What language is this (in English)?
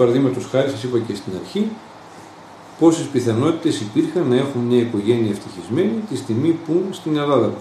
Greek